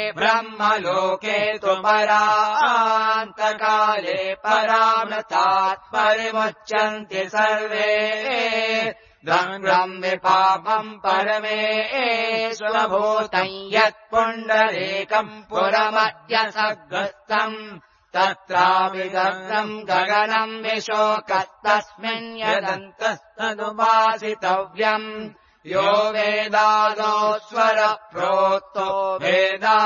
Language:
Sanskrit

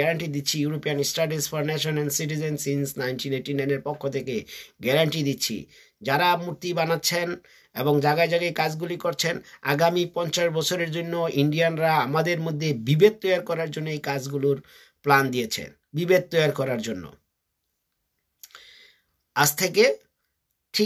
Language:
Bangla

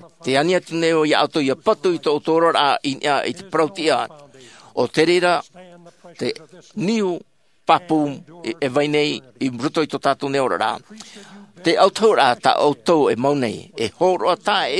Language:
Tahitian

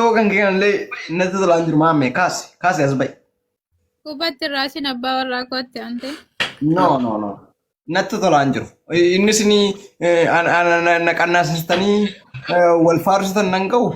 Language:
Oromo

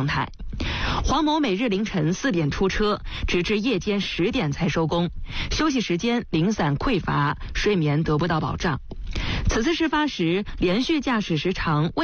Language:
Chinese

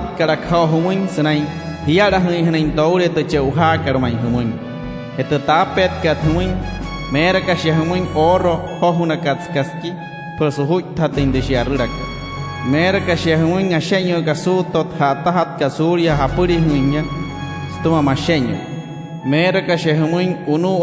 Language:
Wayuu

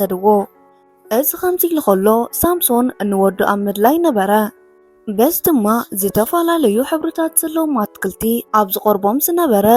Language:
Tigrinya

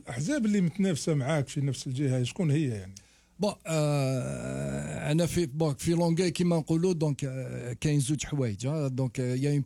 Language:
Algerian Arabic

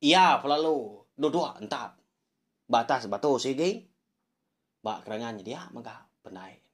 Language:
Iban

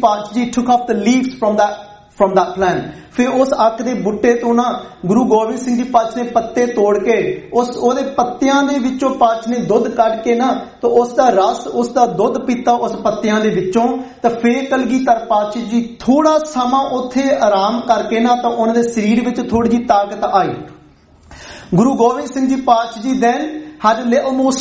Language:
Punjabi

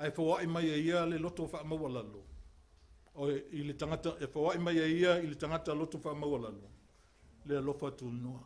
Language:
Samoan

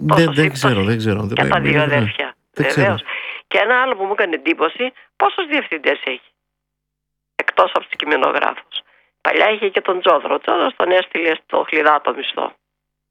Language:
Greek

